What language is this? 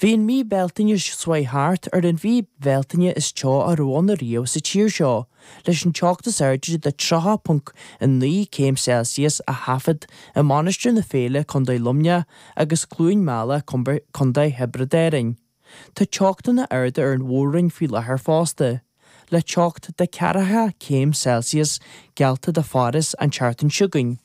Irish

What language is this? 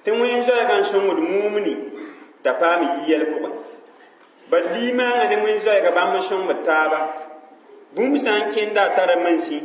Mossi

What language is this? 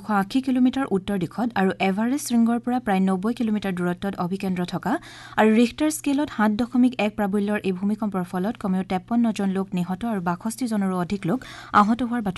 Assamese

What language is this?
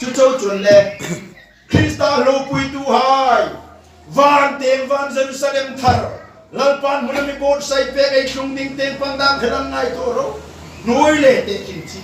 Hmar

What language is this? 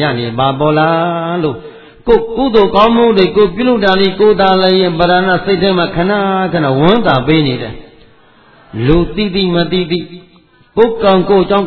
Burmese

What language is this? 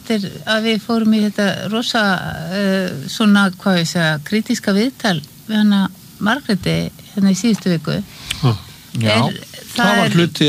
Icelandic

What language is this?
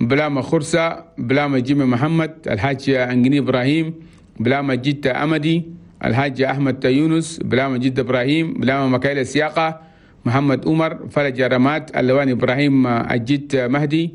Chadian Arabic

